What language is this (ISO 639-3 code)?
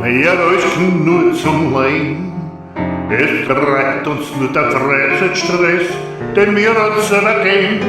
bar